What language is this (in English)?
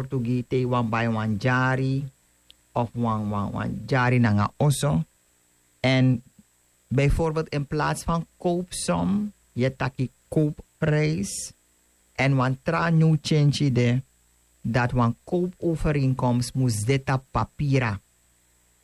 Sranan Tongo